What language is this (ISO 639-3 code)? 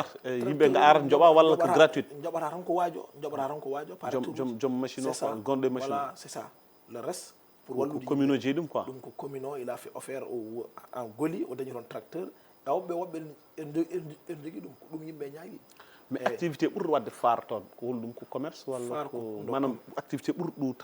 ful